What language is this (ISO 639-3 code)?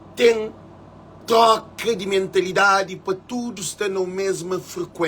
kea